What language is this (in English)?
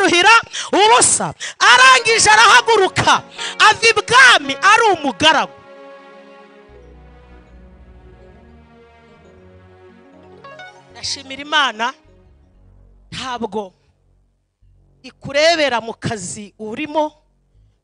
Kinyarwanda